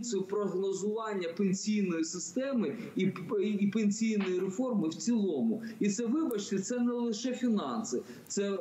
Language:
Ukrainian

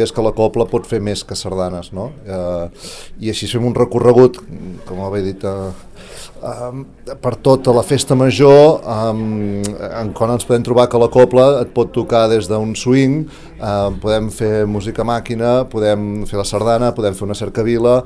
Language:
Catalan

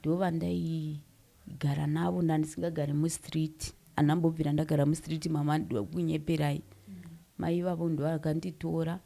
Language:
Shona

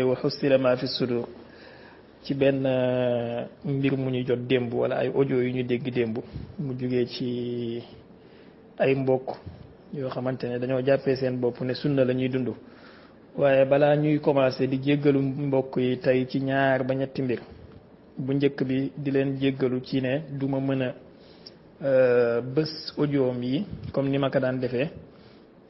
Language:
Wolof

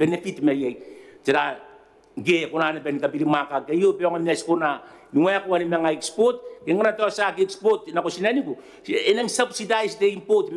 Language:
Gilbertese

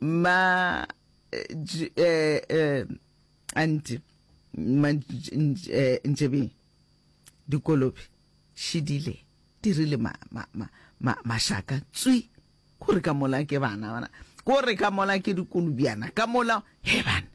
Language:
Northern Sotho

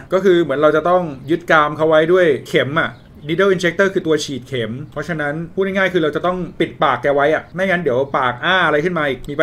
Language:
Thai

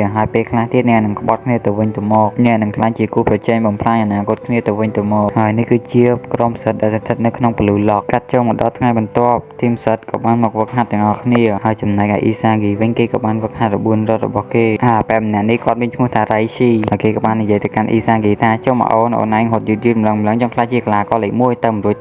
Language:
Khmer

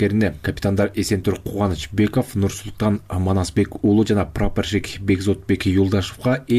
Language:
Kyrgyz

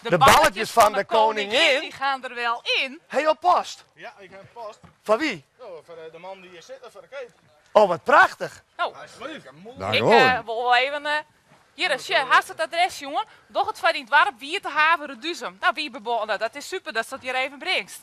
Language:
Western Frisian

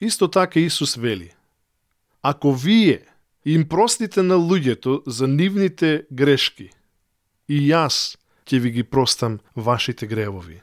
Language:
Macedonian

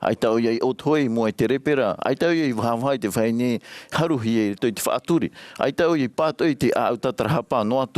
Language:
Tahitian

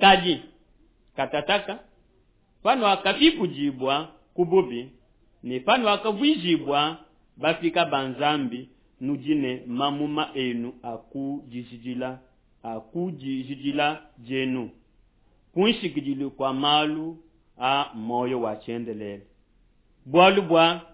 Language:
Luba-Lulua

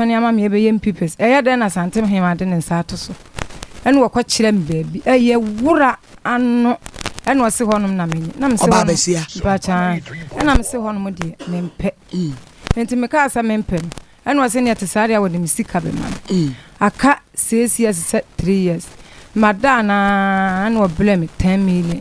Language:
Akan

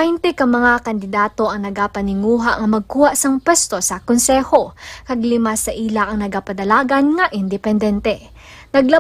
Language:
Hiligaynon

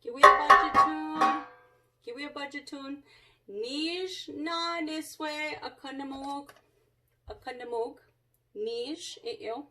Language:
Chippewa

